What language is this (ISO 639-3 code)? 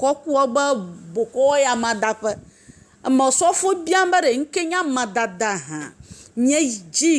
ewe